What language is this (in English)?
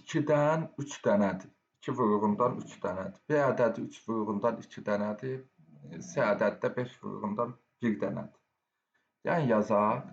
Azerbaijani